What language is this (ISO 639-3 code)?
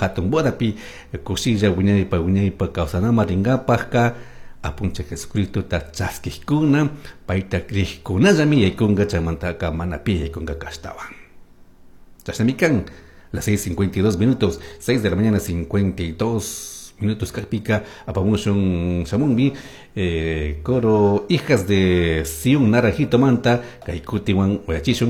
qug